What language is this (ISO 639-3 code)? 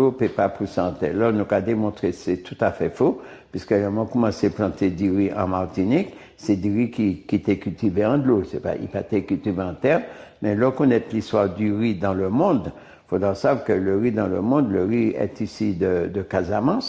gcf